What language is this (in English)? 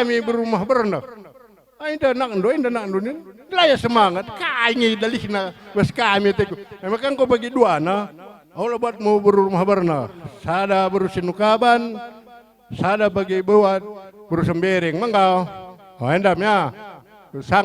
Batak Karo